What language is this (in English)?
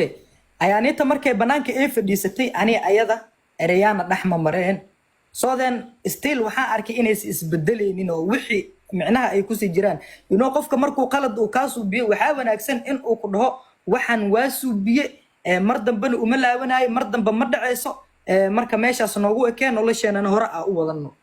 Somali